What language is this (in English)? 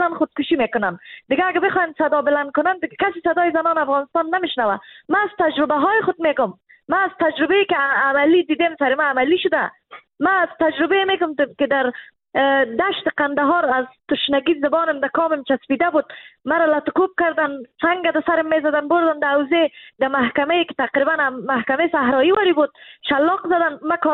Persian